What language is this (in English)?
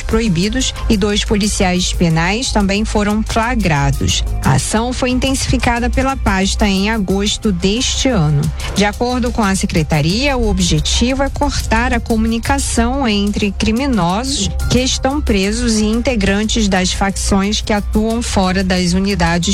Portuguese